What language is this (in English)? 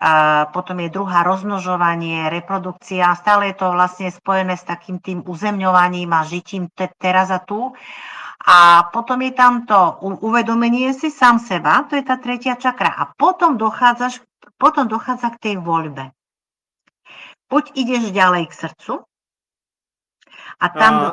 Slovak